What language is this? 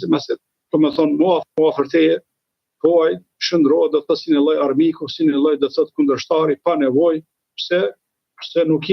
Albanian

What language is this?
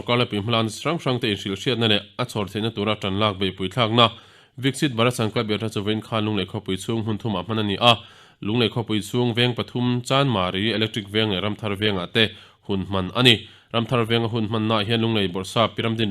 Mizo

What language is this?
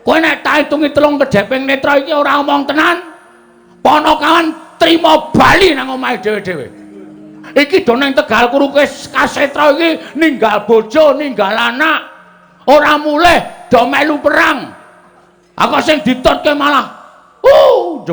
Javanese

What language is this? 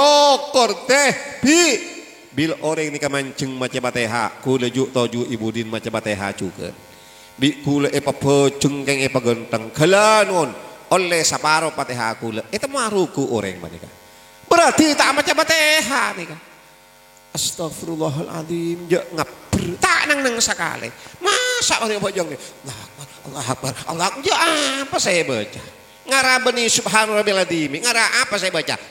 Madurese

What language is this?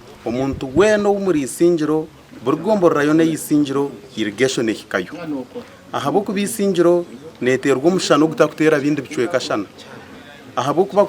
Nyankole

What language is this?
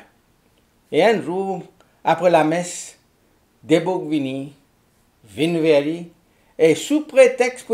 Morisyen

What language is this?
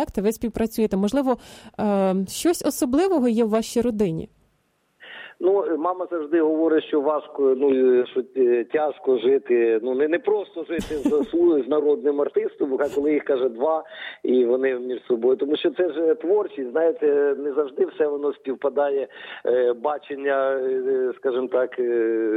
Ukrainian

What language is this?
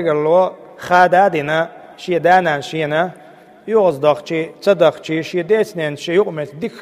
Chechen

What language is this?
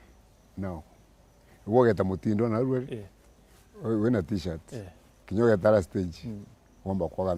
Meru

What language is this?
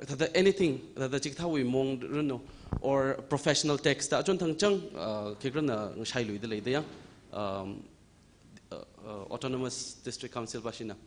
Tangkhul Naga (India)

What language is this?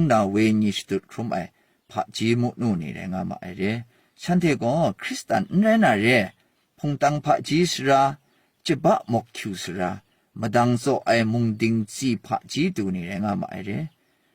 Kachin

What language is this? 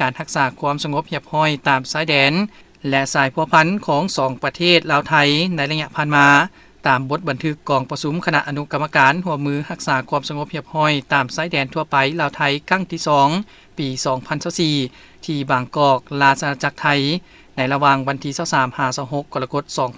Lao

